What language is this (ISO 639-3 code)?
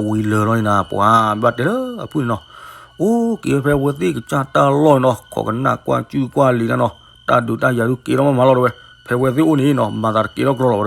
ksw